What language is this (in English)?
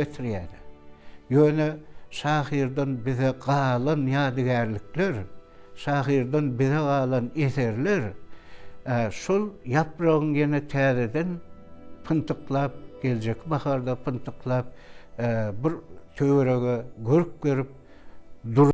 Turkmen